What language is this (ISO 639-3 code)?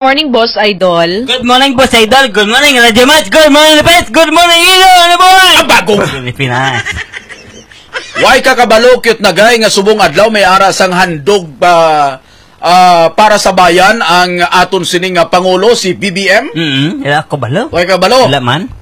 hil